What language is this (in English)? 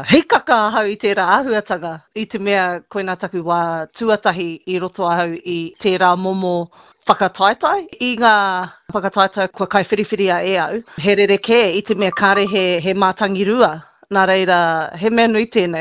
Māori